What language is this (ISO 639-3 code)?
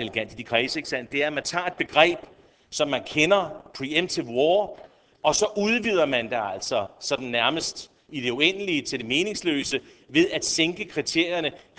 dan